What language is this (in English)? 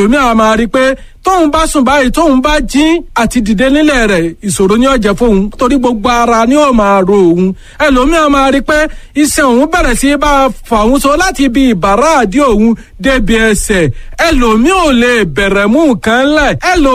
Yoruba